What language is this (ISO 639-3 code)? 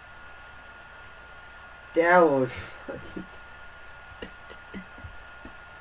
eng